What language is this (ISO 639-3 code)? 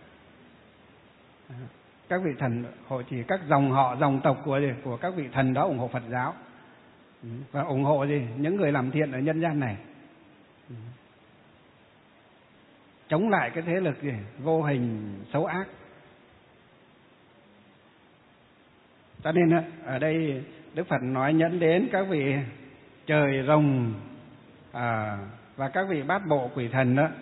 vie